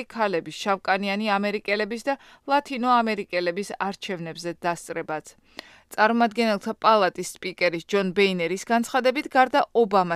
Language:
Georgian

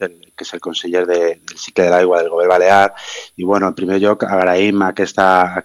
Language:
Catalan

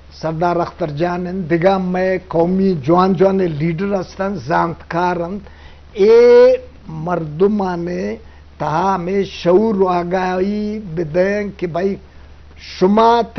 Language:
Eastern Balochi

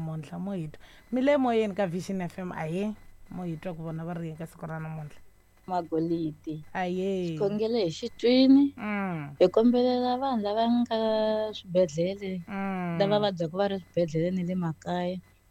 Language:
Tsonga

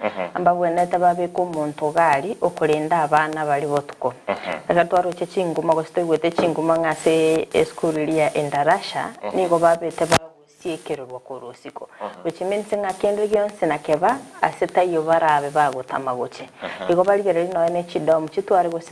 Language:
Gusii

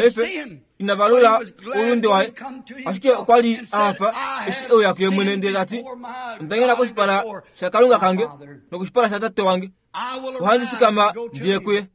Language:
Kuanyama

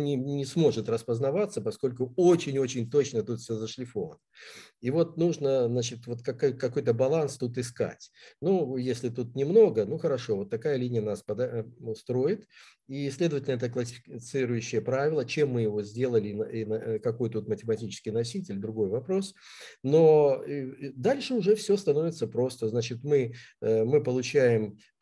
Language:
Russian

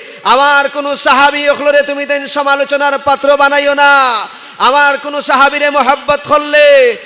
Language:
Sylheti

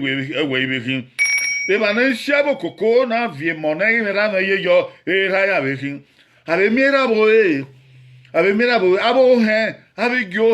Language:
Bini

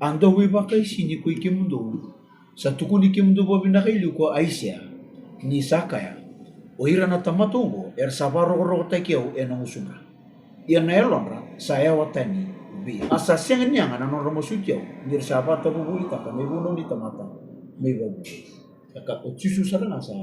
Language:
Fijian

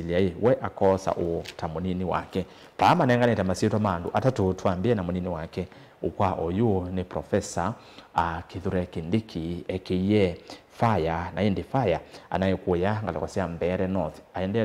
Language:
Kamba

